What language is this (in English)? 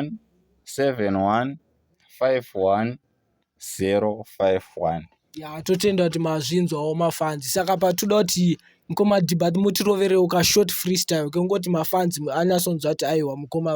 Shona